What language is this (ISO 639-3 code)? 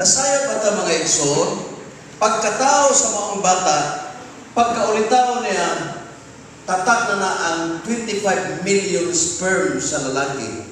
ceb